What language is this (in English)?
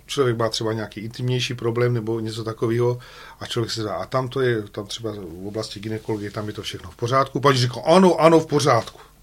Czech